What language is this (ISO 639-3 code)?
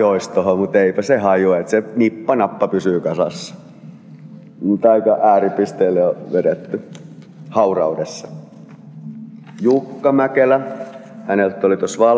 fin